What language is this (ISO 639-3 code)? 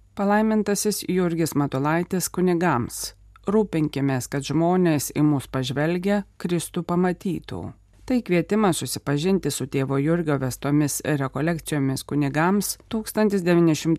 lit